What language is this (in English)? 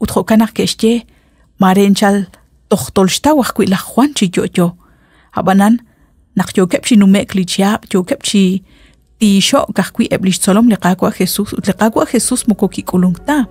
Kekchí